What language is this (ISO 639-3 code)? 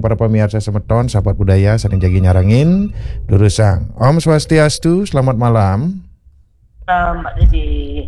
ban